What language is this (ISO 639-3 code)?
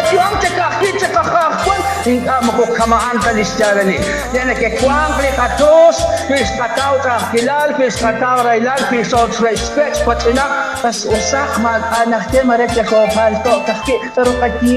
kek